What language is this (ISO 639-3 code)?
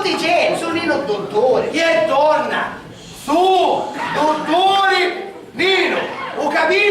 scn